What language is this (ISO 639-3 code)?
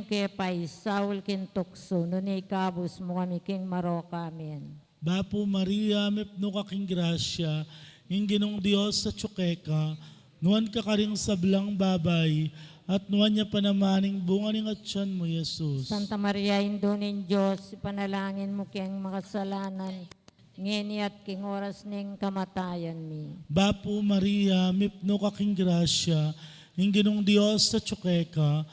pam